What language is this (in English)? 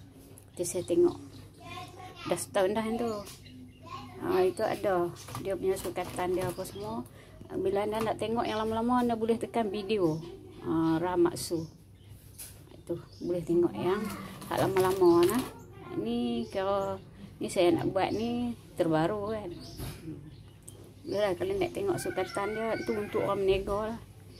Malay